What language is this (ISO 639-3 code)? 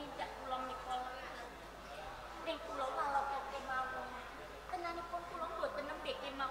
jav